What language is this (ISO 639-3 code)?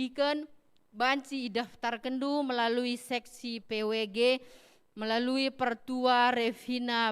btx